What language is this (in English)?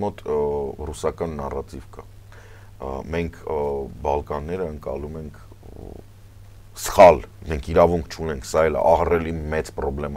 Armenian